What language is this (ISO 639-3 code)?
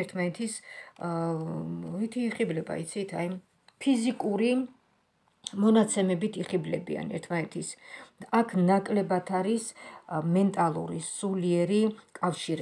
kat